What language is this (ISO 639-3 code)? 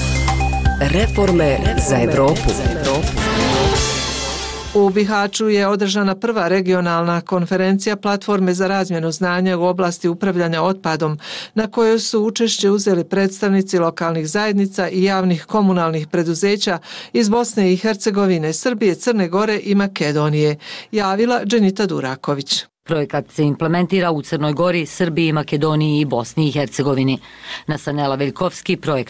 bos